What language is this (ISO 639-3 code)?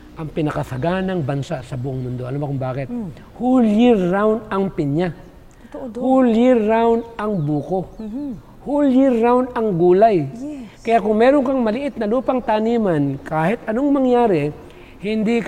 fil